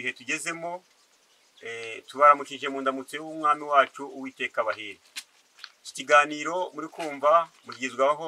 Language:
Kinyarwanda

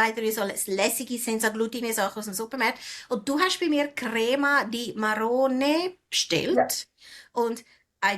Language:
Swiss German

